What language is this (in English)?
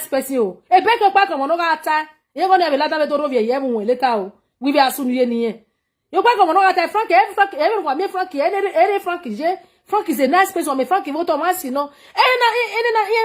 Nigerian Pidgin